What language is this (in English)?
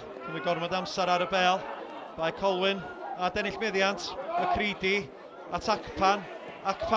Welsh